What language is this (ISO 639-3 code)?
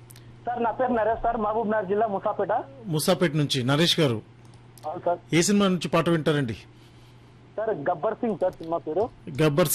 tel